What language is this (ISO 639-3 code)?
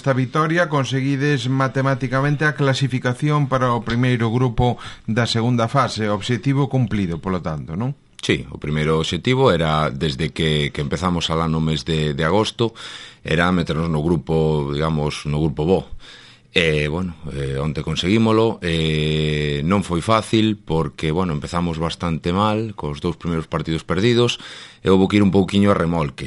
glg